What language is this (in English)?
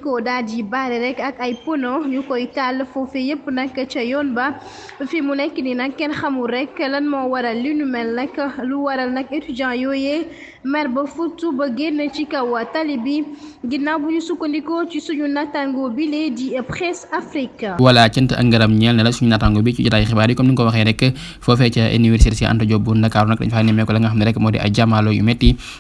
Wolof